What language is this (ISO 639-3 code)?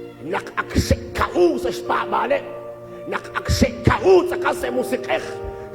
kek